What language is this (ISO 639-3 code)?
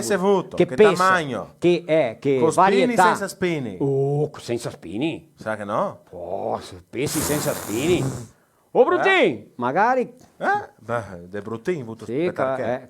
vec